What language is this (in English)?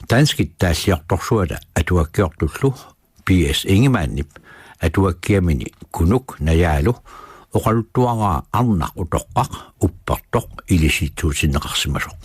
Kalaallisut